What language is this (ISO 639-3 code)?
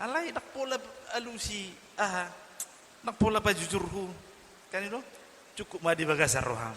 bbc